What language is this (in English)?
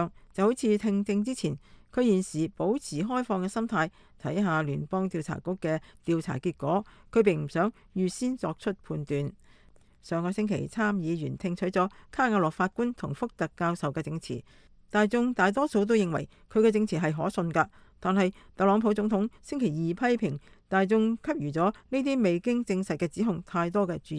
Cantonese